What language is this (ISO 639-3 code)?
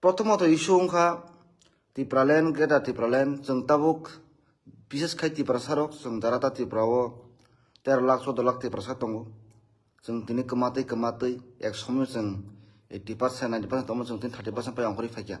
trp